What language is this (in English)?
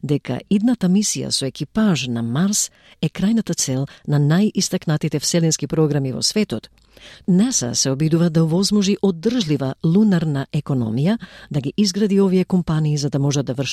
Macedonian